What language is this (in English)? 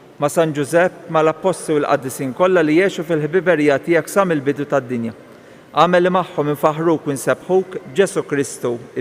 Maltese